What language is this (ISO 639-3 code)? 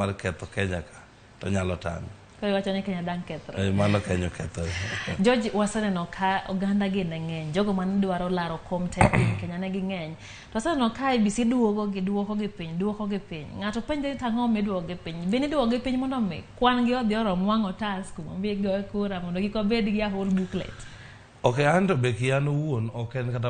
luo